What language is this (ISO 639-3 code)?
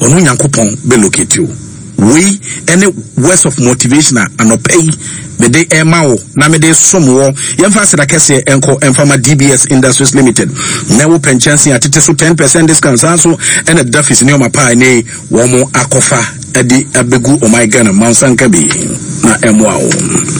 aka